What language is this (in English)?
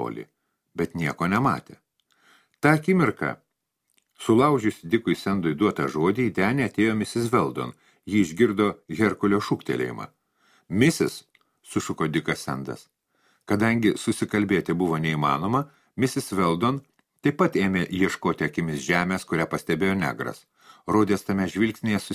Lithuanian